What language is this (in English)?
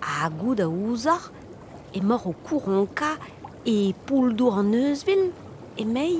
Breton